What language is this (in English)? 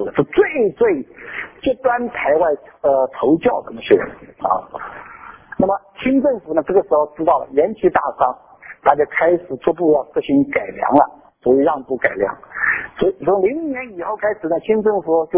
Chinese